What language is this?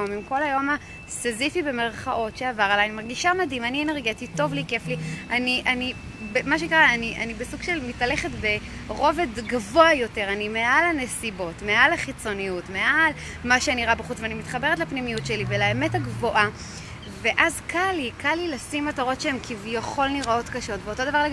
Hebrew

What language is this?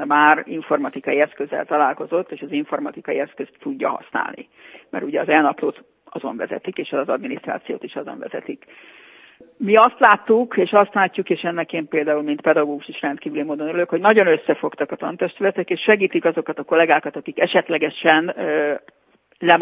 Hungarian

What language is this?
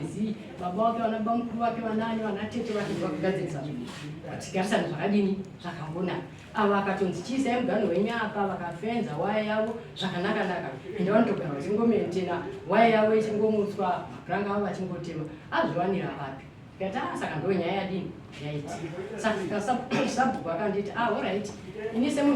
Shona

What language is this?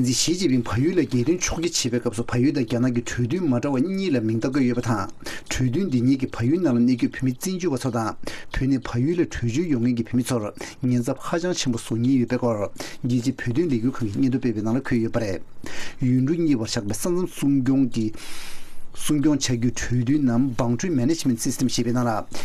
Tibetan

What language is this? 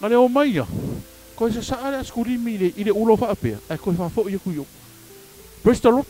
Samoan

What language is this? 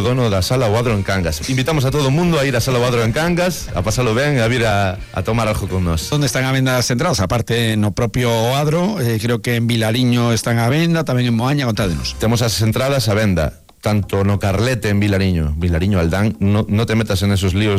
Galician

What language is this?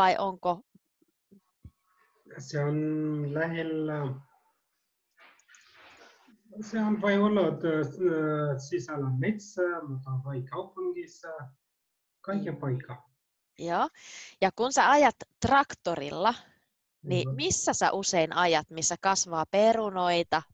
Finnish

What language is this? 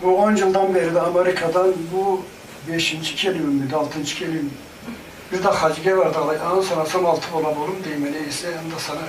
Karachay-Balkar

